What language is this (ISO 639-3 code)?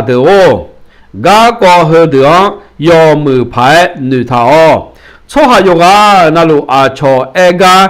ahk